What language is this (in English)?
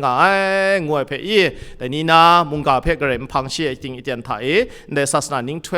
Kachin